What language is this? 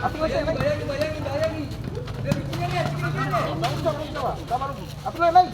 Ambonese Malay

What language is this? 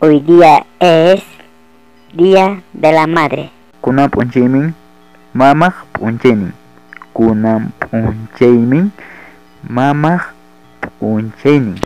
Ayacucho Quechua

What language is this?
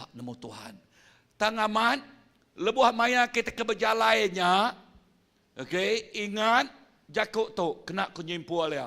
Iban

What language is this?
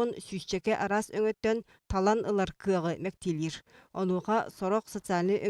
Yakut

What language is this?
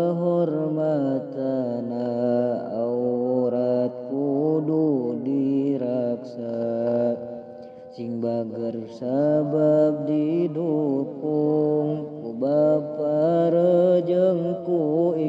Sundanese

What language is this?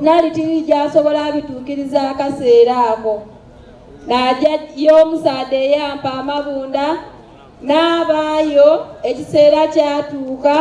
Soga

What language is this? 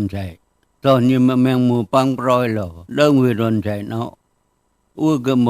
Mon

